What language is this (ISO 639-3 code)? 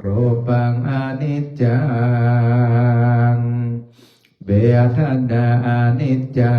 pli